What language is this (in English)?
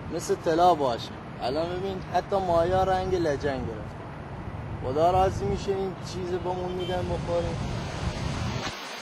Persian